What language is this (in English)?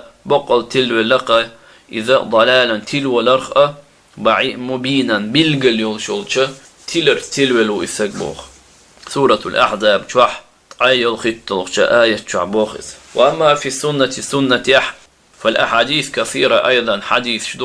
Chechen